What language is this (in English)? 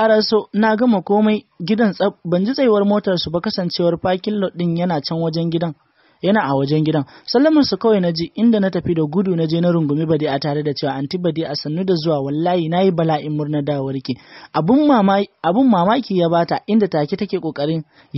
Hausa